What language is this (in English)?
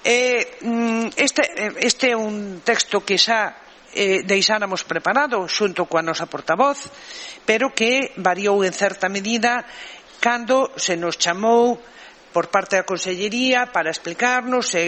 Galician